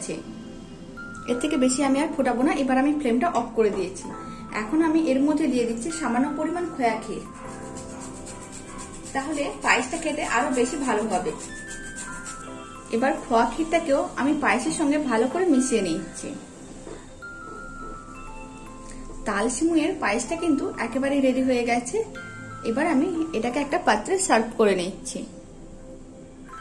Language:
Bangla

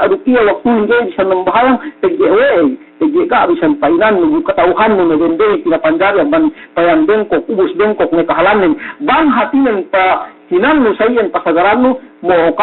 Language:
Yakan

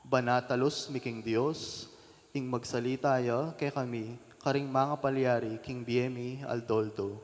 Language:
Pampanga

